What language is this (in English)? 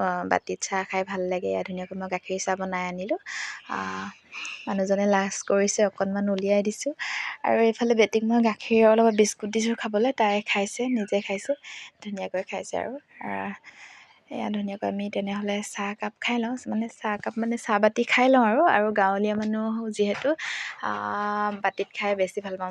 Assamese